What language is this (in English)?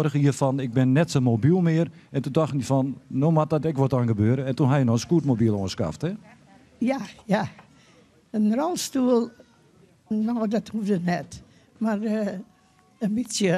Western Frisian